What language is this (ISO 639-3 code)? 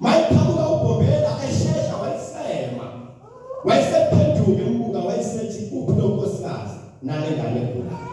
zul